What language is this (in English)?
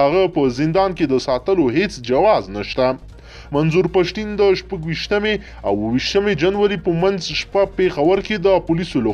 Pashto